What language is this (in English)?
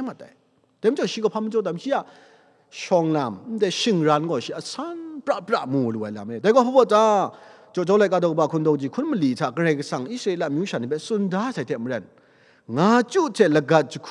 Kachin